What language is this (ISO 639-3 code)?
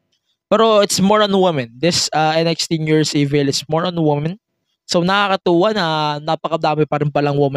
fil